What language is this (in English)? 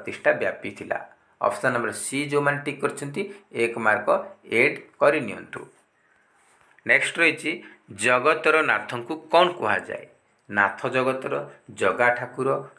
Odia